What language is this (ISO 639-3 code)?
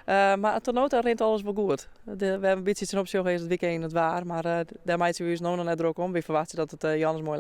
fry